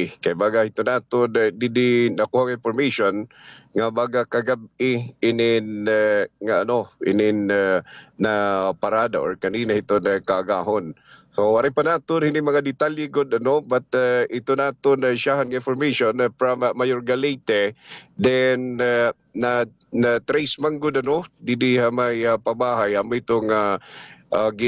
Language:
Waray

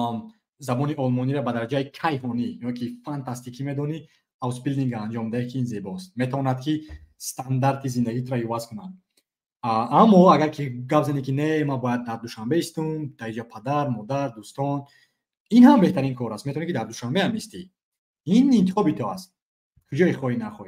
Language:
Tajik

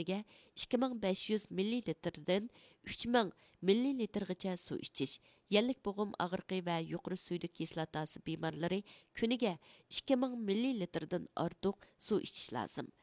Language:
Uyghur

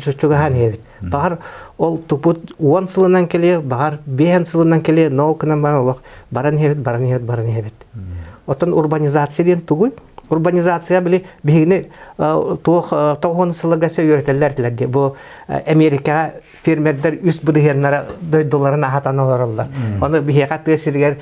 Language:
Yakut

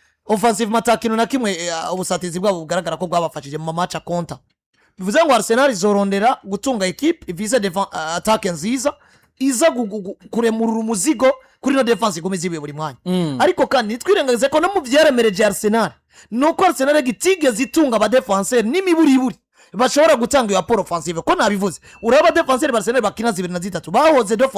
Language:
Rundi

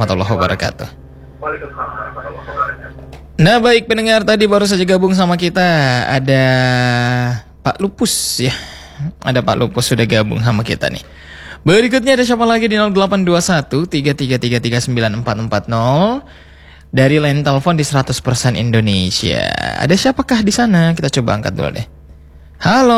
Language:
Indonesian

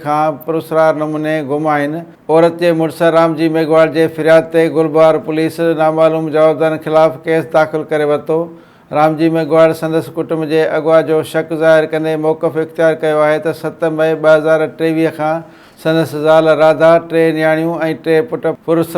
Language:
Sindhi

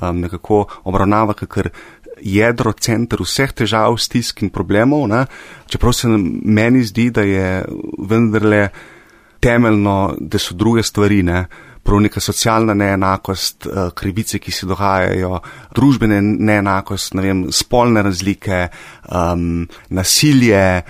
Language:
Slovenian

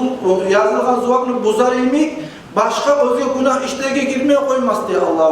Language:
Kumyk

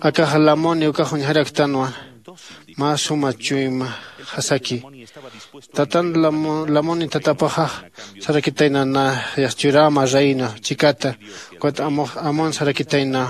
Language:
Aymara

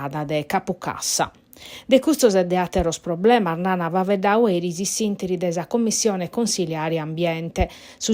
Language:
Sardinian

